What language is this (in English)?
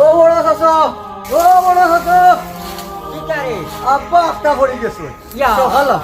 Sylheti